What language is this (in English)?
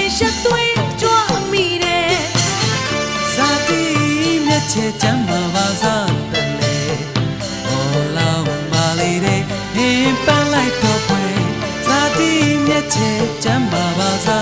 Burmese